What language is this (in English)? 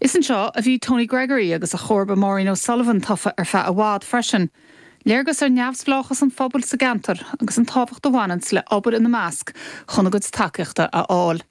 Irish